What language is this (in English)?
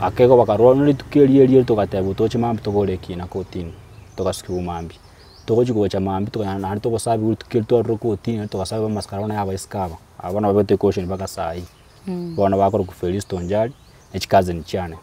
Gusii